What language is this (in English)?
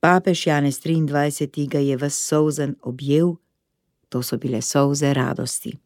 Slovenian